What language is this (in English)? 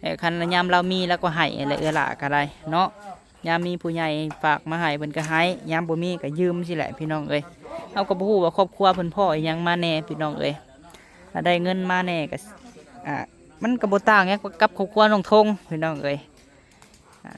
Lao